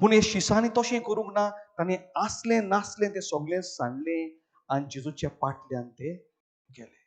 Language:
Konkani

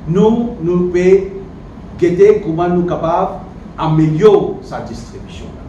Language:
Morisyen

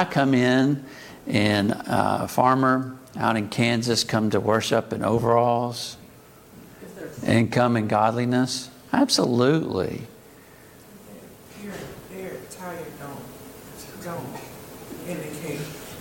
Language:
English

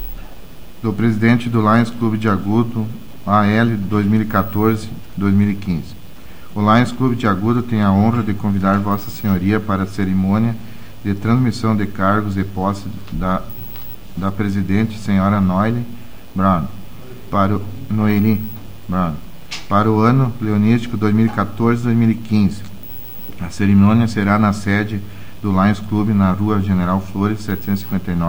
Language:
Portuguese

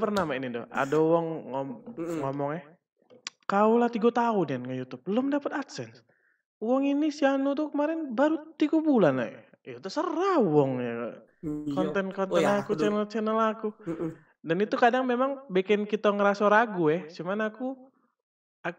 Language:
Musi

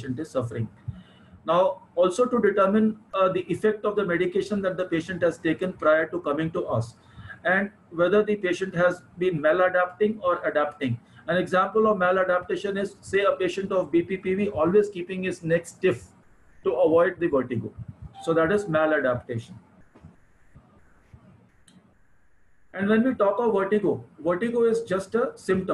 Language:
English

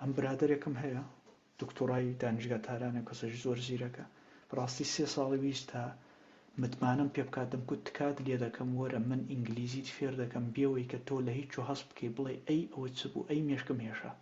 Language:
Central Kurdish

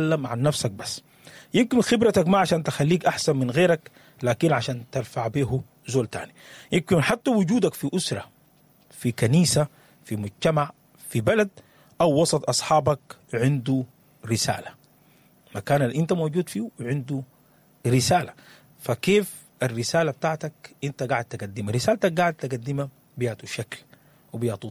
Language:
Sudanese Arabic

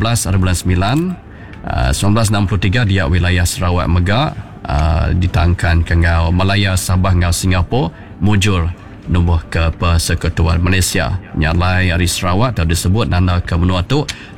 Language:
Iban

